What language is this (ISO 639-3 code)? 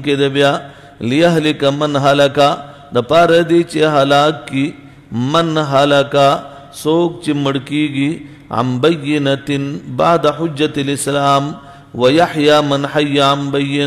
pus